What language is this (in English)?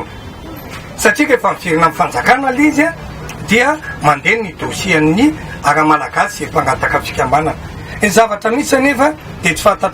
Malagasy